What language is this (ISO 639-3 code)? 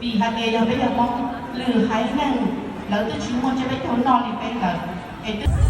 hmn